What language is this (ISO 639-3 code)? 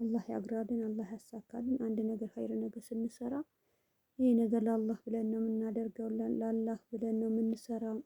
amh